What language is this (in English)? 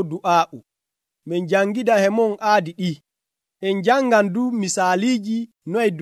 Nigerian Fulfulde